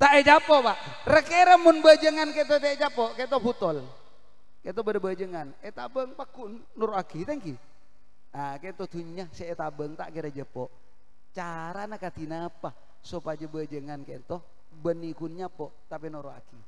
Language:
Madurese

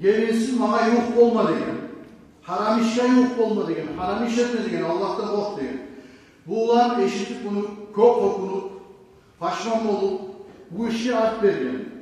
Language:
Kumyk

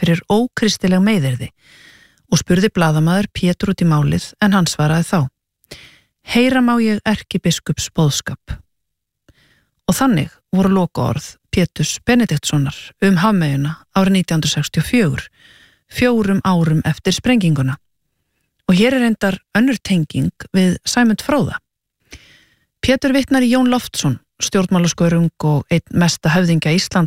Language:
Icelandic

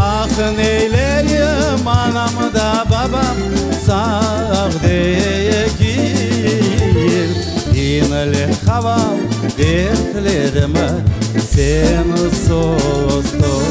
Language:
Crimean Tatar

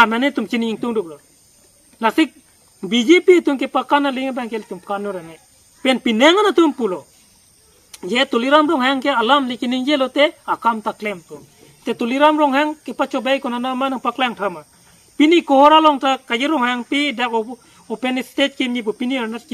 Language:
Karbi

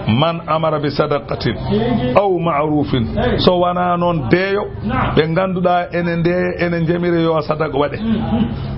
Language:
Fula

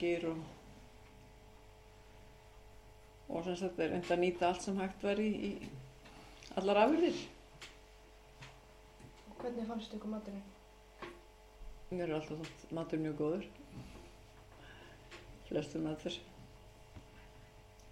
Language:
Icelandic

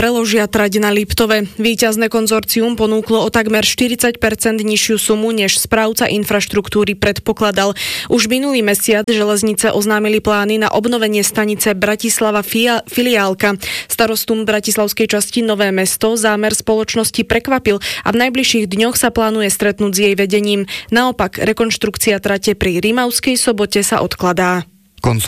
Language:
Slovak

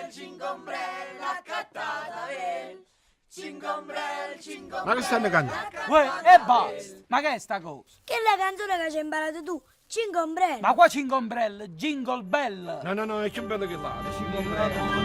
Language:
Neapolitan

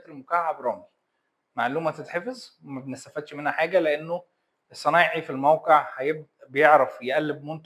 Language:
Egyptian Arabic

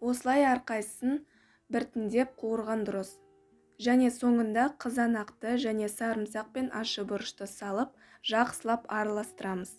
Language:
Kazakh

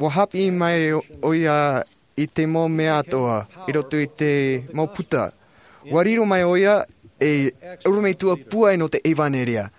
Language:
Tahitian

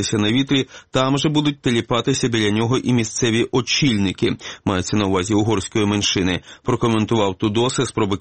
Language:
Ukrainian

